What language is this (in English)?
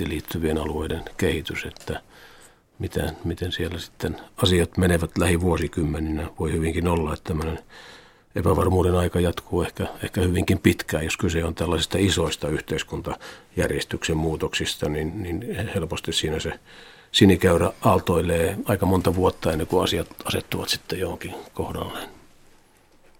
Finnish